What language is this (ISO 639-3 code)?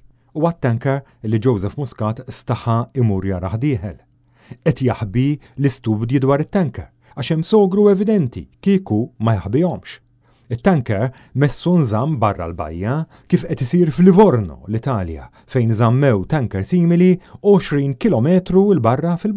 mlt